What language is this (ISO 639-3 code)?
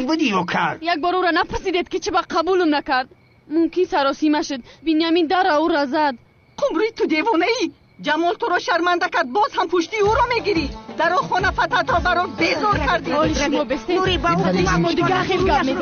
tgk